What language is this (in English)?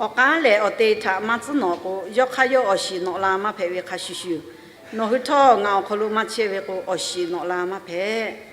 Lahu